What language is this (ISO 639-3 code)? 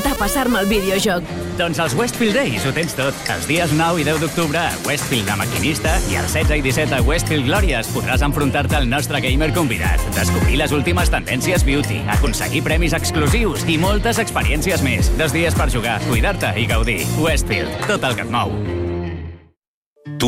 cat